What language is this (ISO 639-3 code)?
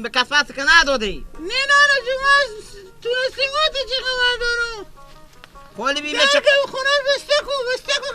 fas